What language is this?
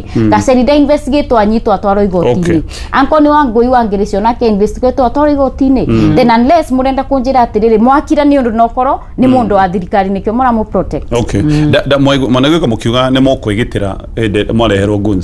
Kikuyu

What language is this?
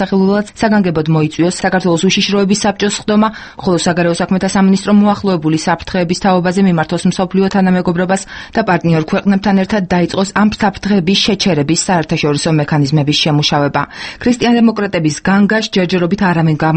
Georgian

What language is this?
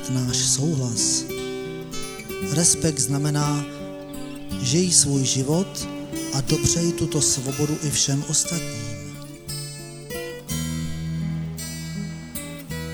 Czech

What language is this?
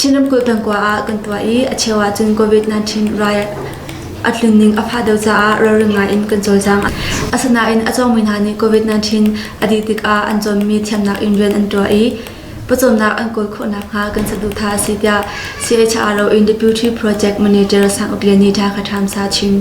Hakha Chin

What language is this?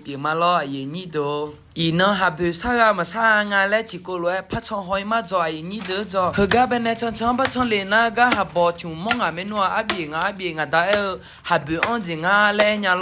Akha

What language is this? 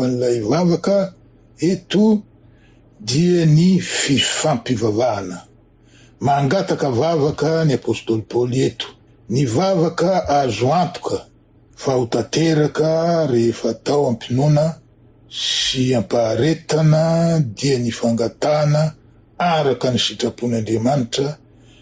Malagasy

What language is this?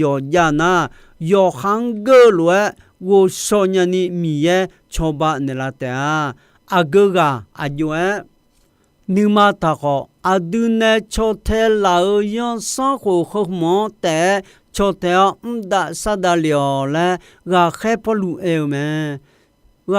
Akha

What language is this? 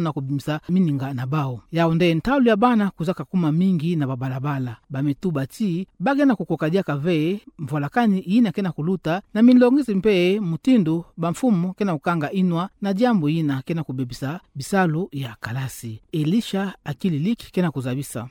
Kituba (Democratic Republic of Congo)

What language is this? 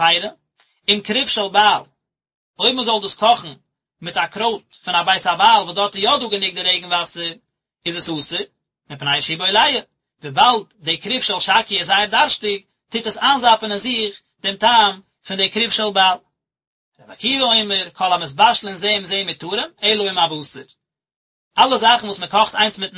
Yiddish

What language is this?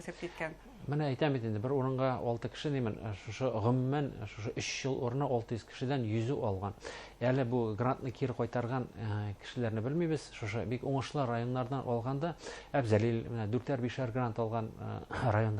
Bashkir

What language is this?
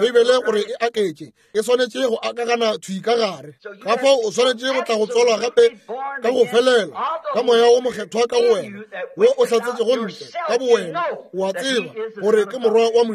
Northern Sotho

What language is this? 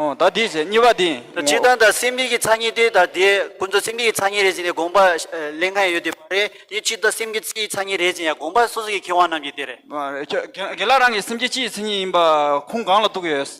Tibetan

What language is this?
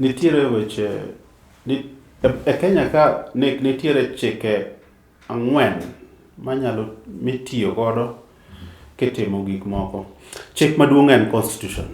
Luo (Kenya and Tanzania)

